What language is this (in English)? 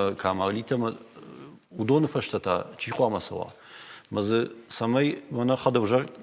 Ossetic